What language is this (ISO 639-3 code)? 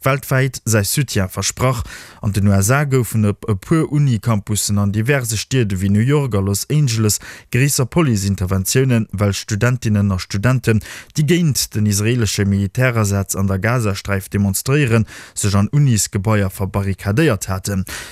ltz